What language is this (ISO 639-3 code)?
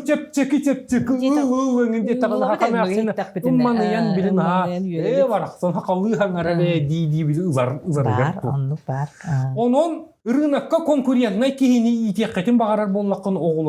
sah